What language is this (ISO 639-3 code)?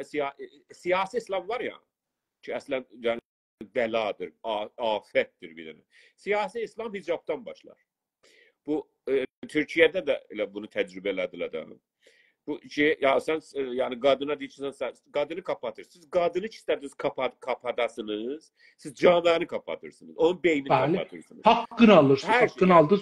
azb